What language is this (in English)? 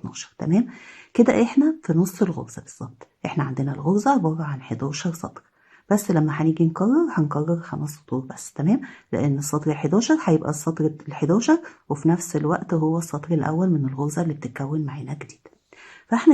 Egyptian Arabic